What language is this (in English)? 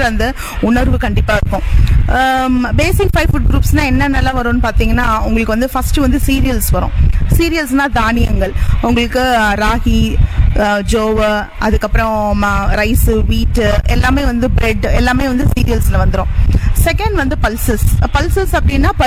Tamil